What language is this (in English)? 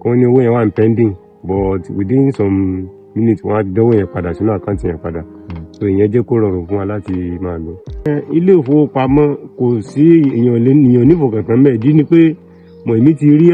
Yoruba